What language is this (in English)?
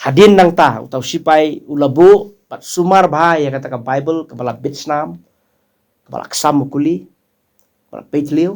Khasi